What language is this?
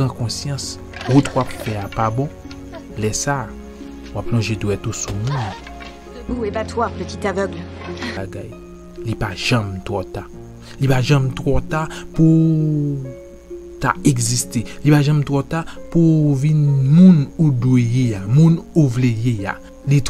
Haitian Creole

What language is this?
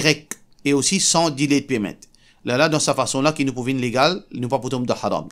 Morisyen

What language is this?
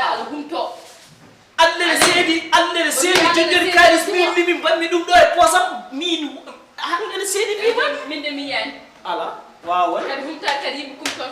Fula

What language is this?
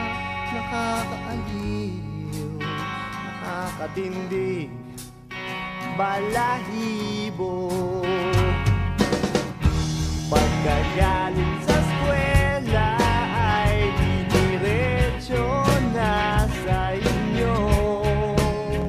Filipino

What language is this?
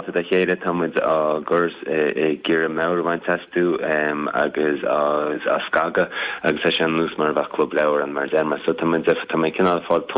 Irish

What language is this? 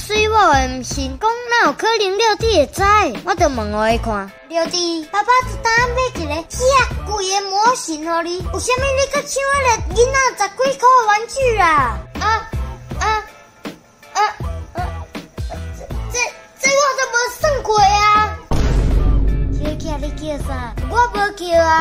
Min Nan Chinese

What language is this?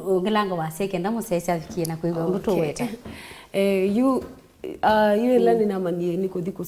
Kamba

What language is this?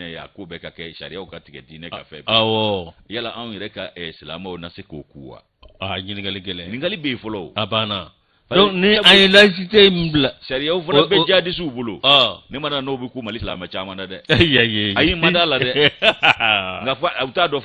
Bambara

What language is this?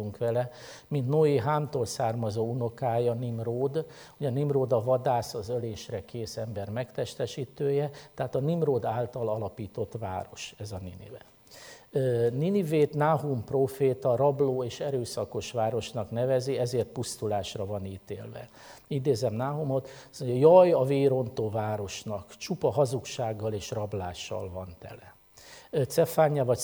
Hungarian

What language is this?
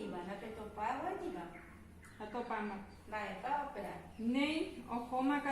Guarani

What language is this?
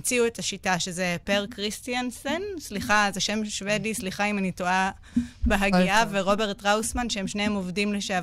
Hebrew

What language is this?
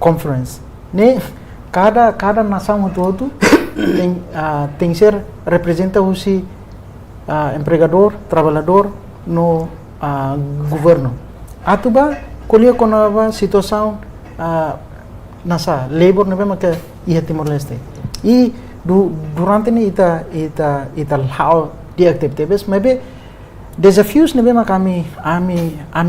Tetum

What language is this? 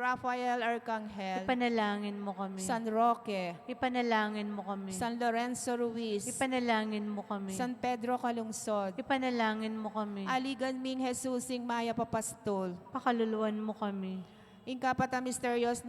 Pampanga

